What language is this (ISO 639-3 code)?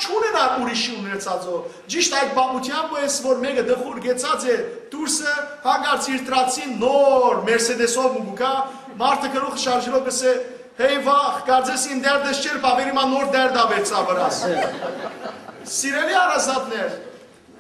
hyw